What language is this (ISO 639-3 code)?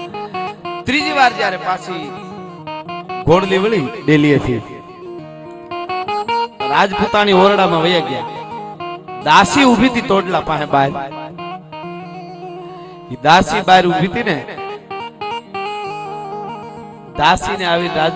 guj